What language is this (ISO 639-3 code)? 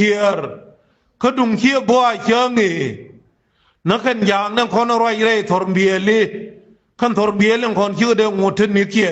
nus